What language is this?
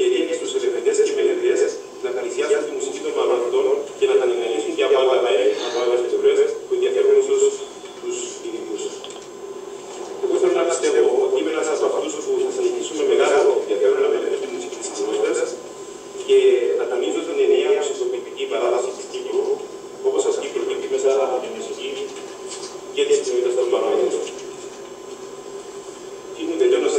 Greek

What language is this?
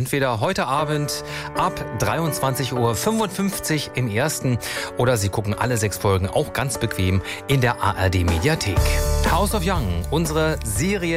German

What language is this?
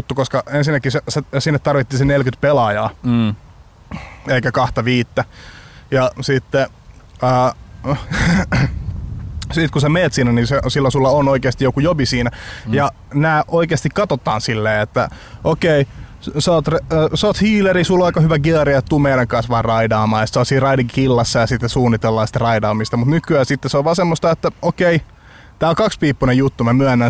Finnish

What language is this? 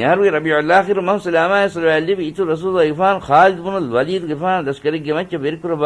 Divehi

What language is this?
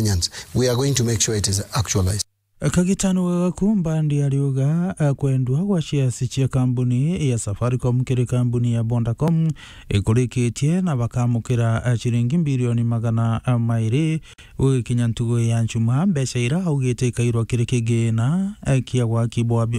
Meru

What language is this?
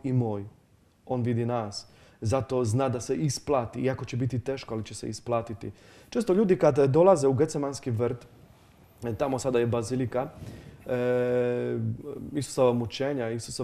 Croatian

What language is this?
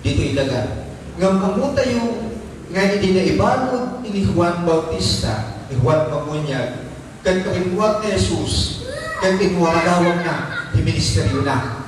Iloko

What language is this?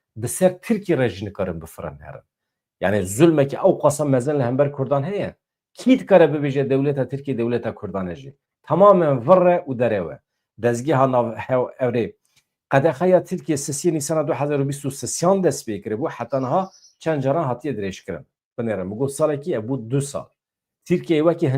Kurdish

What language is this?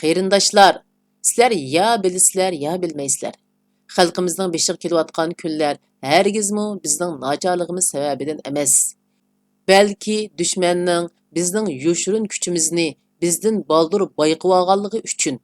Uyghur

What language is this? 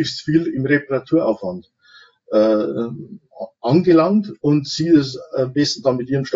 German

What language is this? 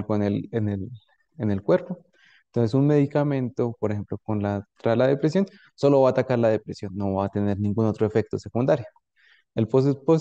Spanish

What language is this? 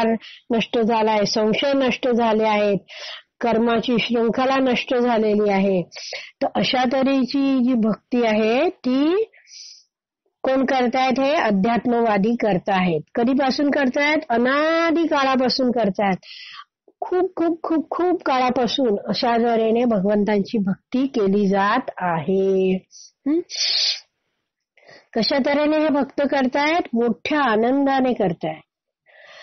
Marathi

